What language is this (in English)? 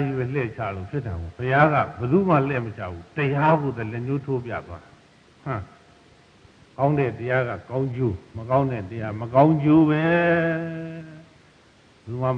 Burmese